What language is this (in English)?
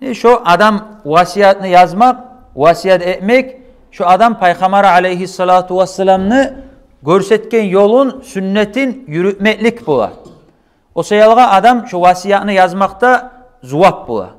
Kumyk